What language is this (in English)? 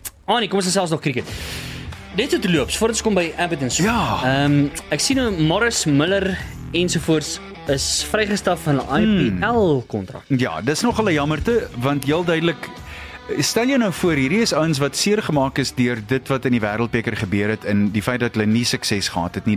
Afrikaans